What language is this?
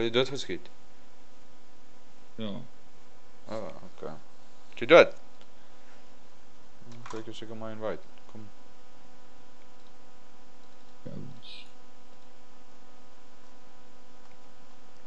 Afrikaans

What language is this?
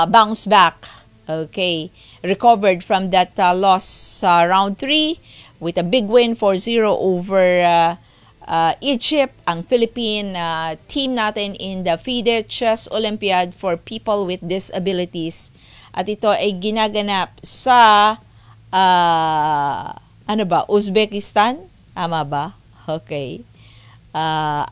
Filipino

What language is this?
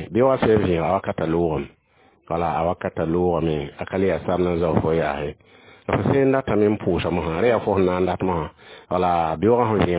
Mossi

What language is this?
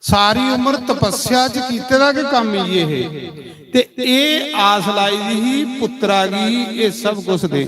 Dogri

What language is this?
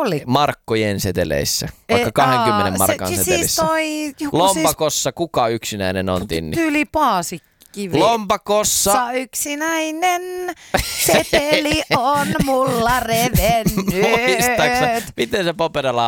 Finnish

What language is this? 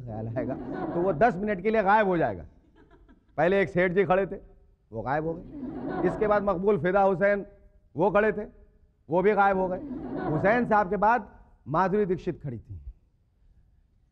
Hindi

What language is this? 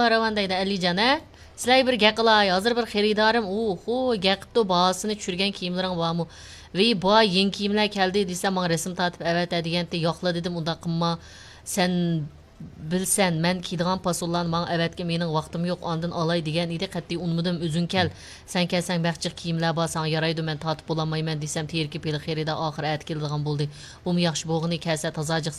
Uyghur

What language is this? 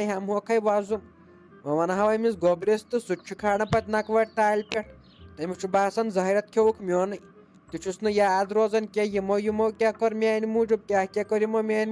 Kashmiri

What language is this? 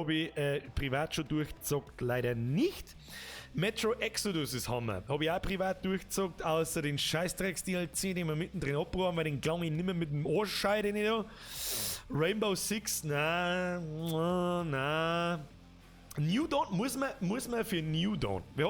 Bavarian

